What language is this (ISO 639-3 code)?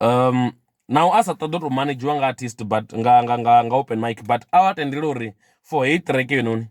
ven